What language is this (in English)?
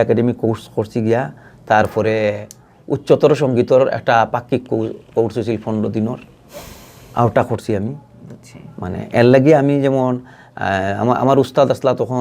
Sylheti